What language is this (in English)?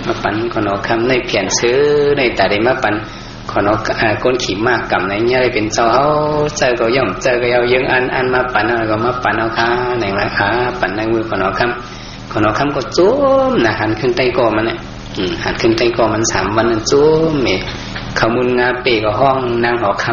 Shan